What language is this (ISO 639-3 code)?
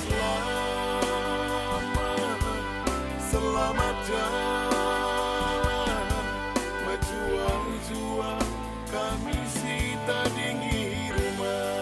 btx